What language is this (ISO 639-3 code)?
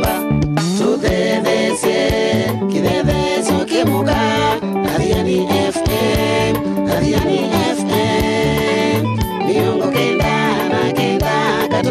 kam